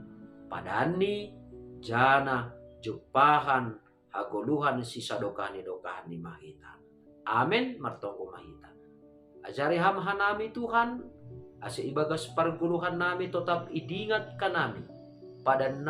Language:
Batak Simalungun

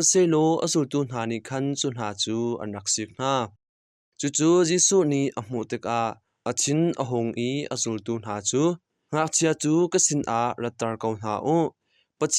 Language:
Hakha Chin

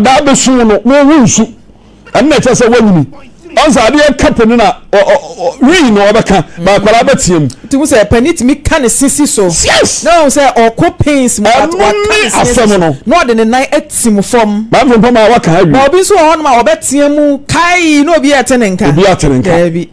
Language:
Akan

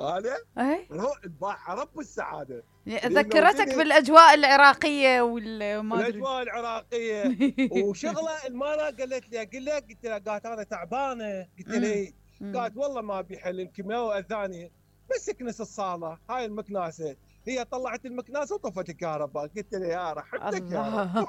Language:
Mesopotamian Arabic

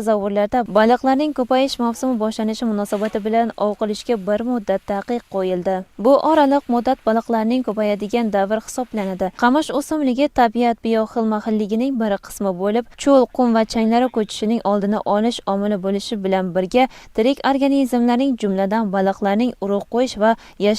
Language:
Uzbek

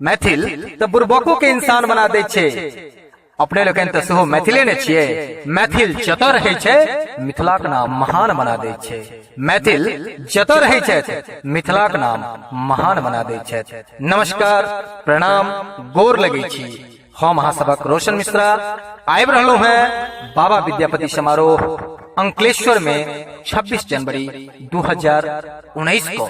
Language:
Maithili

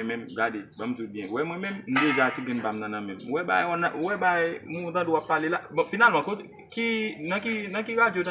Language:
Haitian Creole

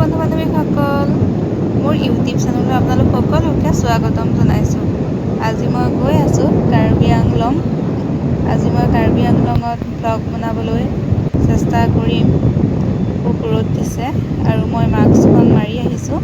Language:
Assamese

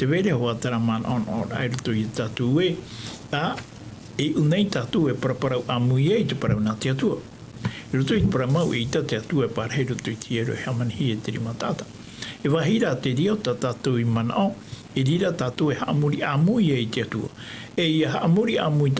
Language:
Tahitian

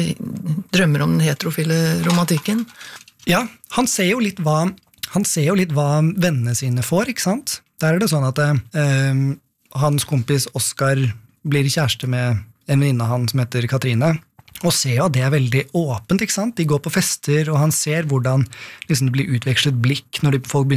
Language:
Norwegian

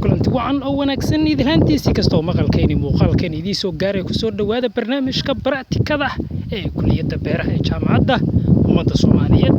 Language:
Somali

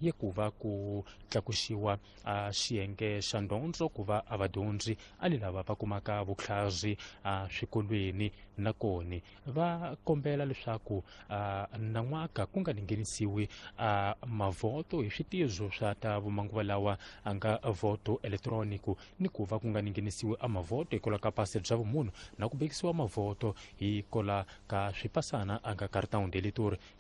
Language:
Tsonga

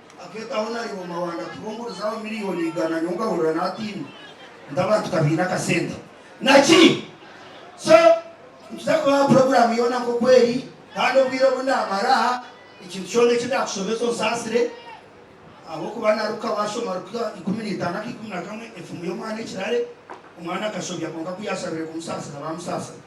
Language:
Nyankole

